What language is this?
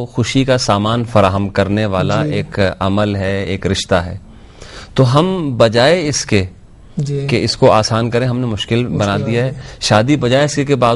Urdu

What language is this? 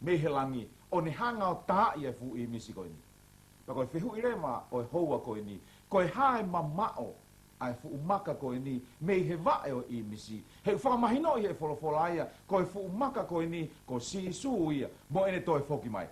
Tongan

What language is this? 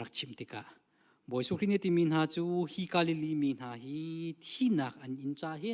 Hakha Chin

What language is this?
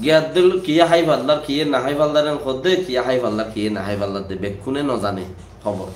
Rohingya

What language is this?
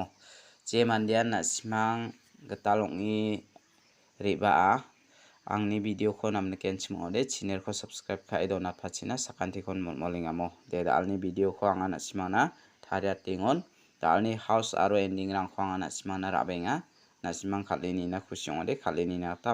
Garo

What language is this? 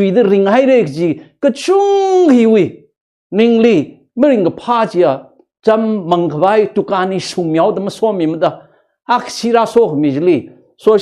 Tangkhul Naga (India)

